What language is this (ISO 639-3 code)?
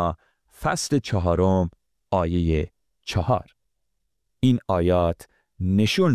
fas